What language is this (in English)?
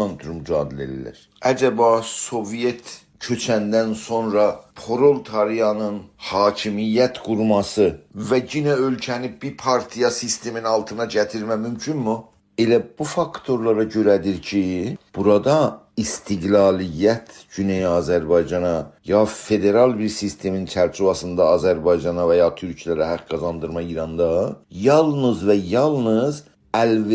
South Azerbaijani